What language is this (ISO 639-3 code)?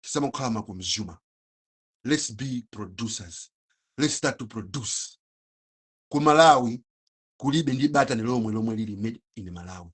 nya